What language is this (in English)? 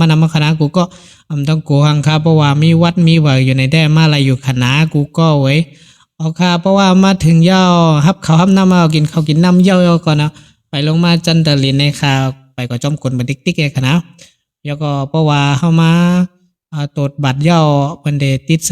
Shan